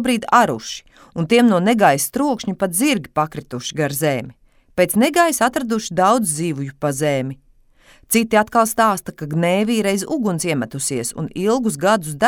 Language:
Latvian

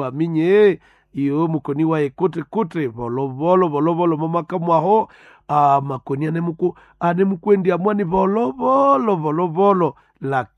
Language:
Nande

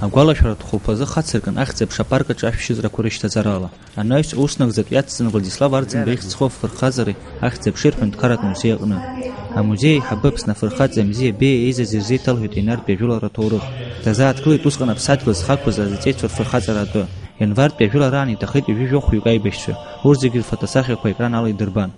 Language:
Abkhazian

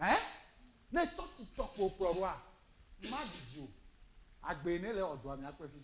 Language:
Ewe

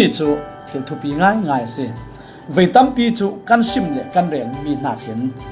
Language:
Falam Chin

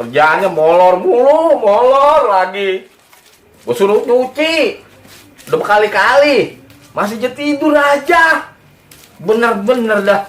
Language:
Betawi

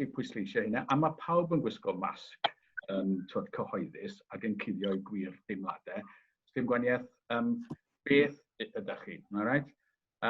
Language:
Welsh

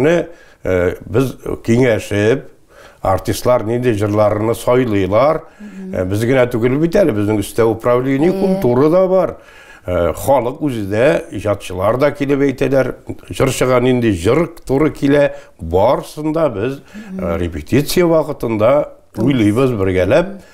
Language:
Tatar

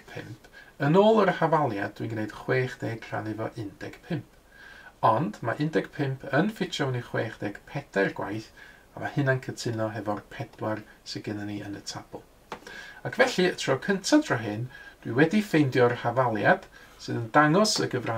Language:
Welsh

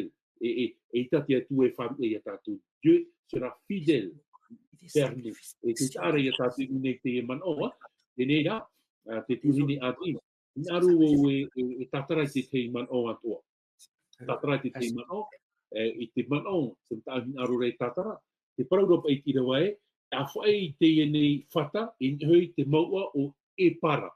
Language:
Tahitian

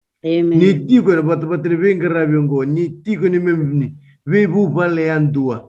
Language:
Fijian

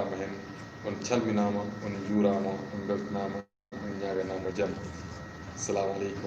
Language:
Fula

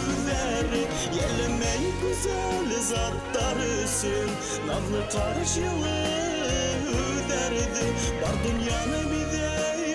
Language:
Bashkir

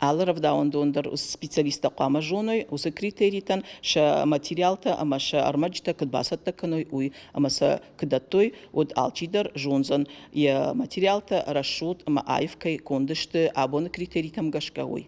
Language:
Ossetic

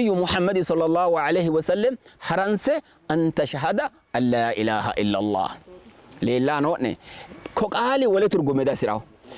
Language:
Sidamo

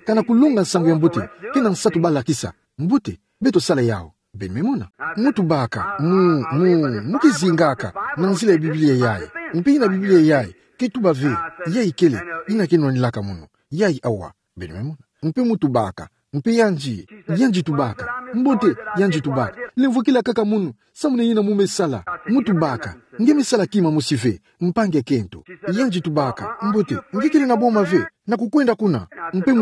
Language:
Kituba (Democratic Republic of Congo)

